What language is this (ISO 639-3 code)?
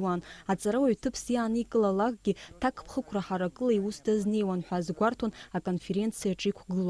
abk